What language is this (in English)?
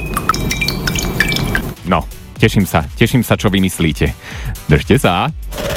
Slovak